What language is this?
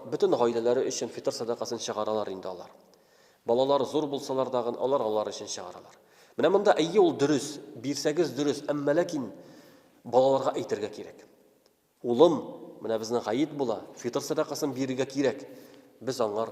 Tatar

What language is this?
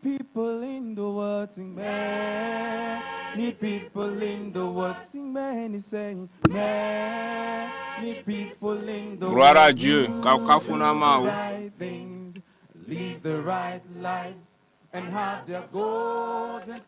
Ewe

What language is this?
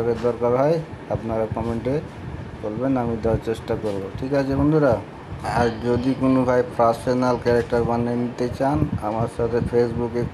Bangla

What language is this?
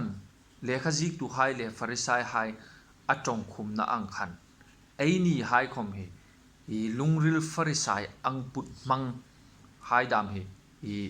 Hmar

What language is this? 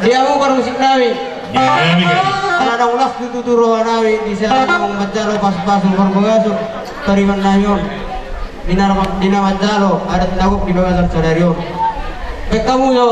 Batak Toba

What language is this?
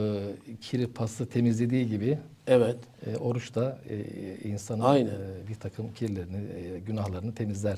Turkish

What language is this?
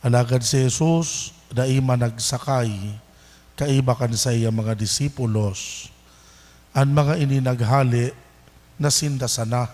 Bikol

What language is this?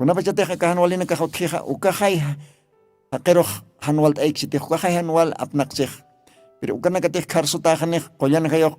Aymara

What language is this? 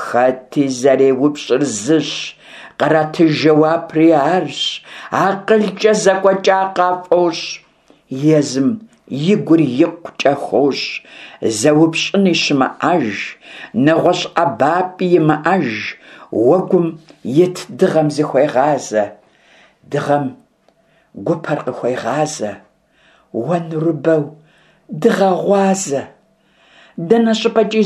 Kabardian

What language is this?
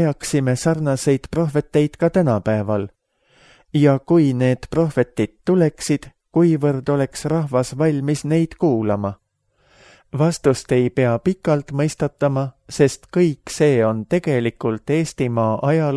Estonian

